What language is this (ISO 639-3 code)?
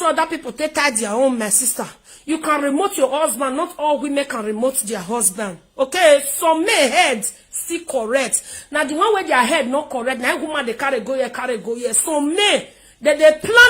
pcm